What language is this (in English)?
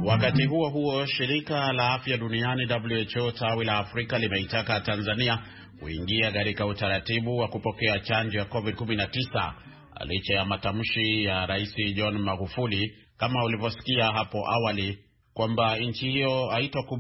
Swahili